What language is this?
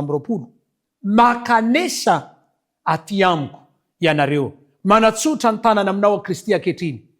Malagasy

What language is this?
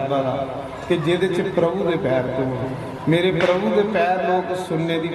Dogri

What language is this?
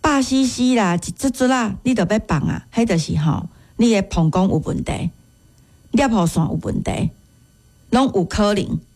Min Nan Chinese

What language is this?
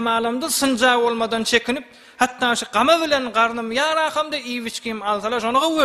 Turkmen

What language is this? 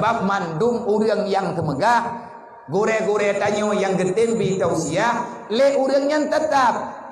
Achinese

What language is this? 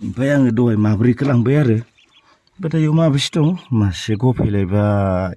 Bodo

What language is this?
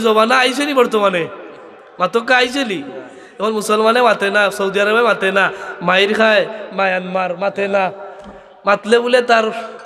Sylheti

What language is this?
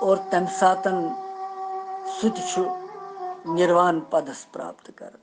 Kashmiri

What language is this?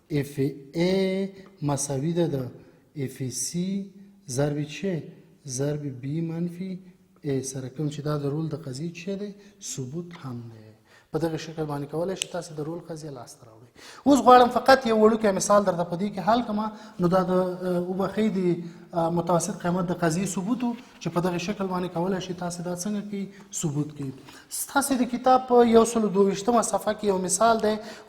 Pashto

